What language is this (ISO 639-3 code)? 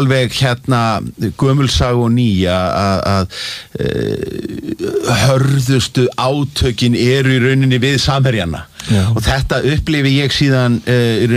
isl